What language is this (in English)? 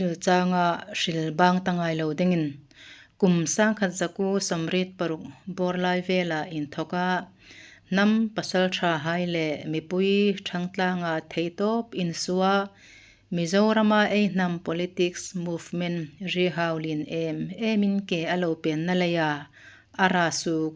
Hmar